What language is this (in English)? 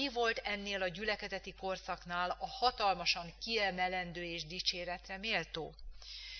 Hungarian